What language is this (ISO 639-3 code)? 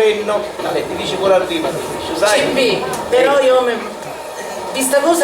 scn